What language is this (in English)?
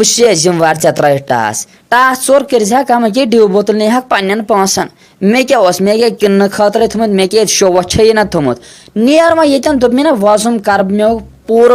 Kashmiri